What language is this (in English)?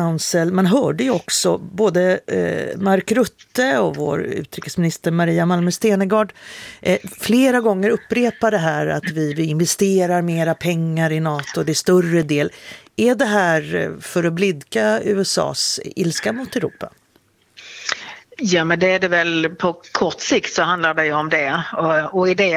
Swedish